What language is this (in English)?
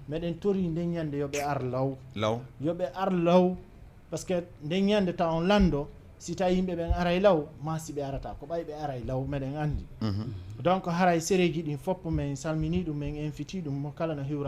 Fula